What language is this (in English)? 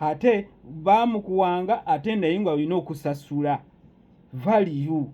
Ganda